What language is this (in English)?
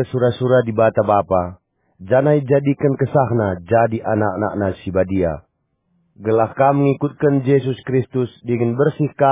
Batak Karo